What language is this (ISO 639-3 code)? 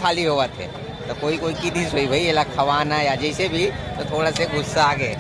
hne